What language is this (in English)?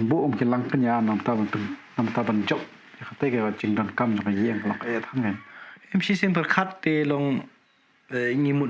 Khasi